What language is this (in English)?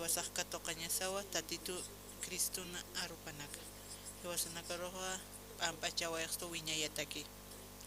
Aymara